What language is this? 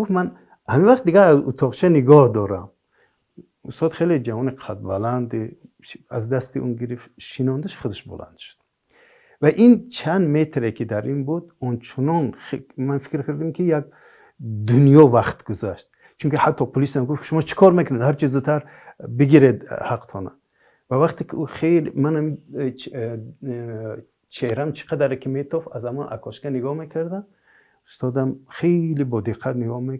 Tajik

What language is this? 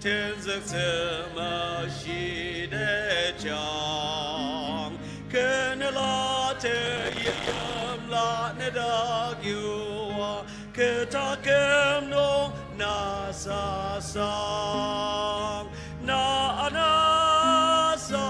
Ao Naga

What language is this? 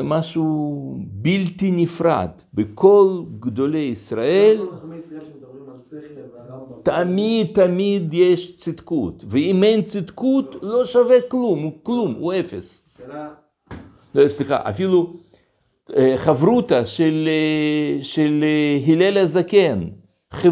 Hebrew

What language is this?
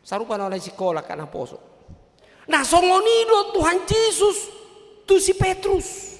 Batak Toba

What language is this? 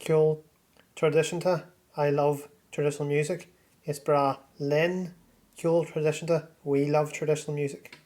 Irish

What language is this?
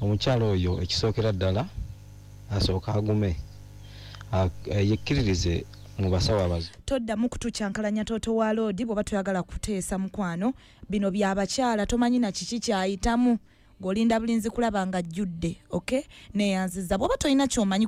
Ganda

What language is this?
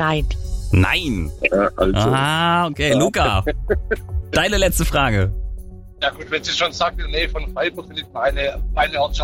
German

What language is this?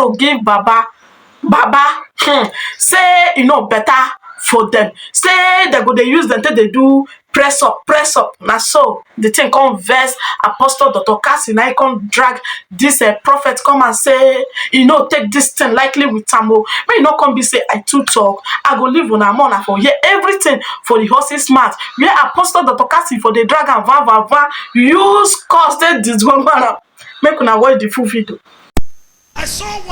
Nigerian Pidgin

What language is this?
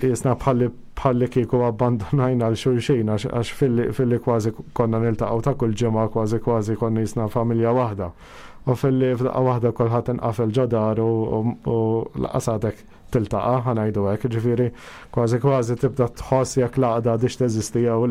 Maltese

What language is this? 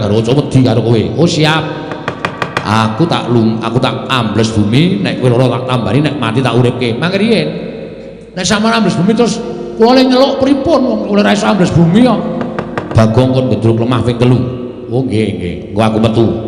Javanese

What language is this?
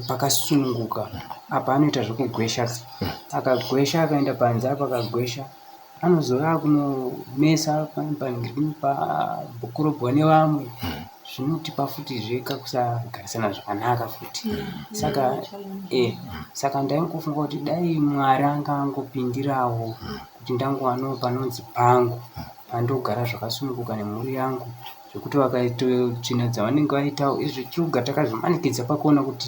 Shona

